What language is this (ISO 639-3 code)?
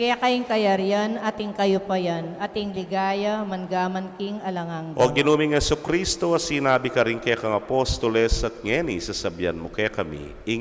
pam